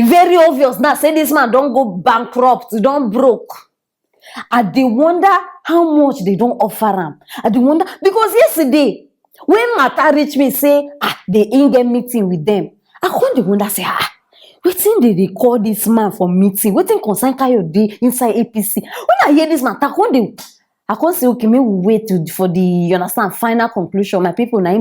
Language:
Nigerian Pidgin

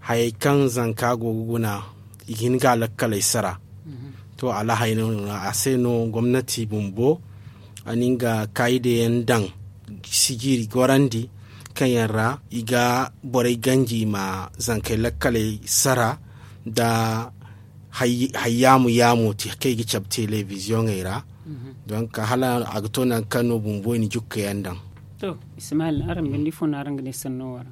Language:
Zarma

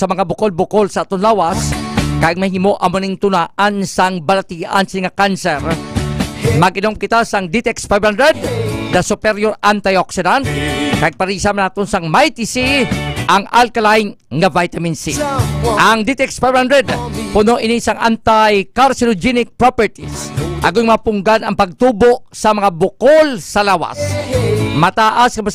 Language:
Hiligaynon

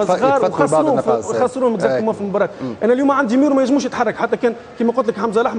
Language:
Tunisian Arabic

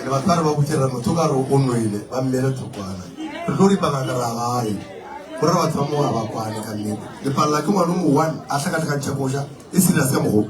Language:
Northern Sotho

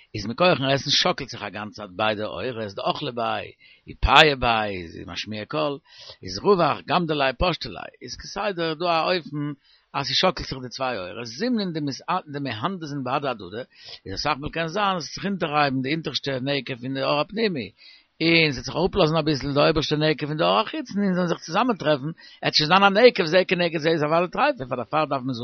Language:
Yiddish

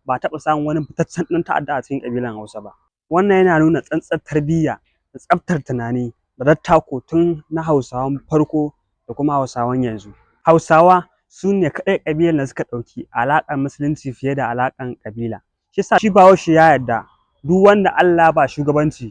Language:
Hausa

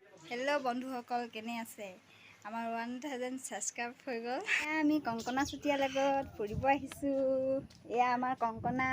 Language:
Assamese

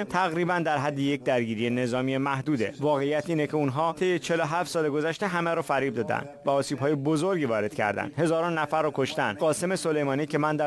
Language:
Persian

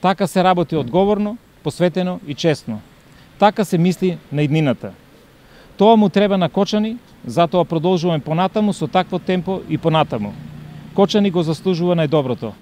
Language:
Macedonian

